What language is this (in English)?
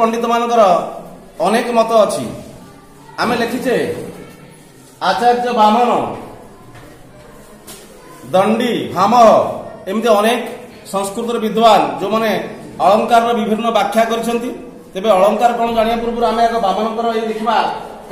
Odia